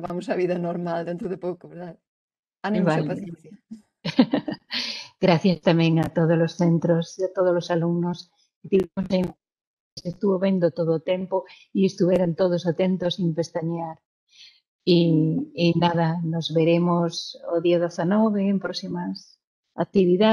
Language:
Galician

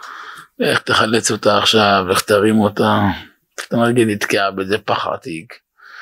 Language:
Hebrew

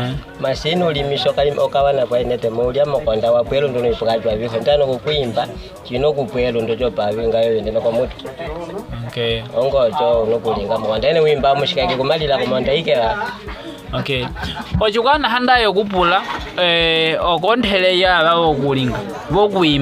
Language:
Nyaneka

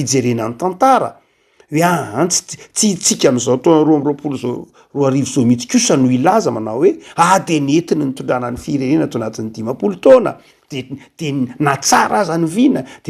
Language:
Malagasy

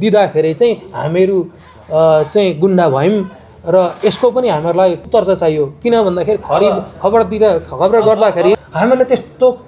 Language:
Nepali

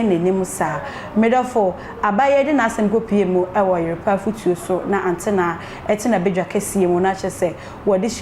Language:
Akan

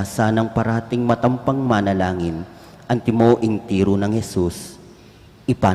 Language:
Pampanga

